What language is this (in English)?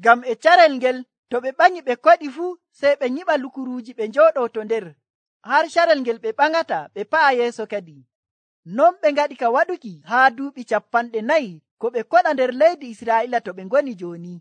Nigerian Fulfulde